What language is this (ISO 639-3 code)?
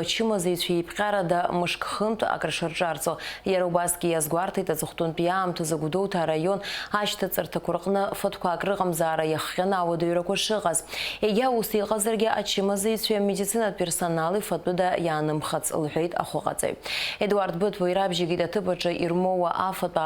abk